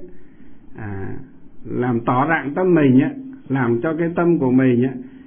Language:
Vietnamese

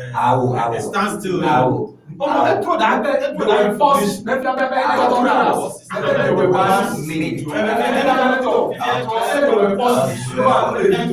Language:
Ewe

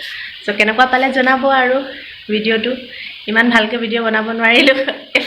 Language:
Assamese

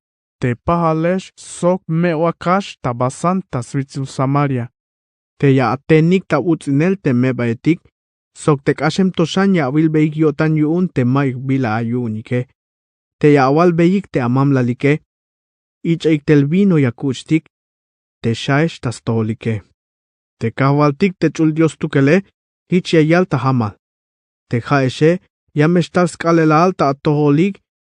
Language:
Tzeltal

